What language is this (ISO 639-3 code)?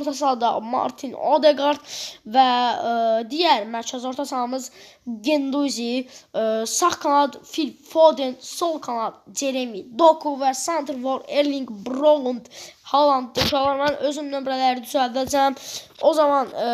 aze